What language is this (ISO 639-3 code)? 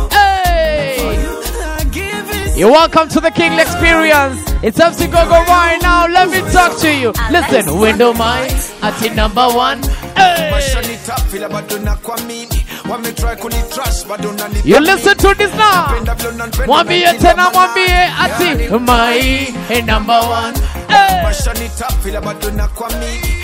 swa